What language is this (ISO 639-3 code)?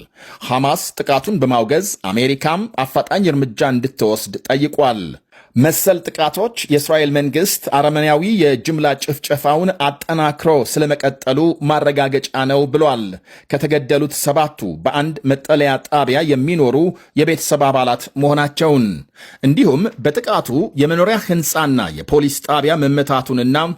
amh